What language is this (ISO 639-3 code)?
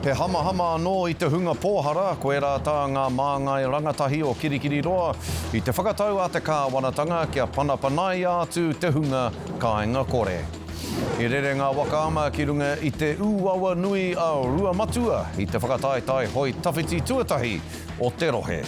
mri